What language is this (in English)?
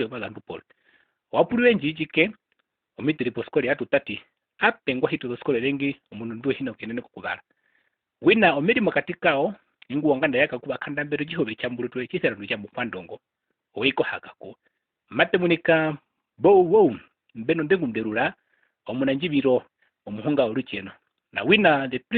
Herero